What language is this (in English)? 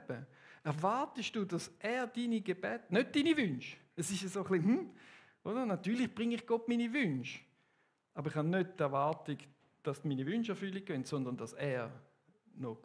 Swiss German